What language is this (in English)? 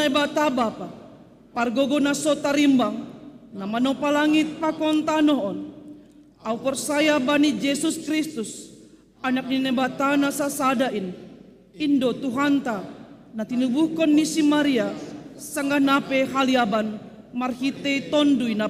Batak Simalungun